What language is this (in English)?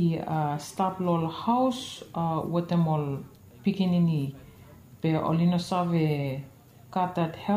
Bislama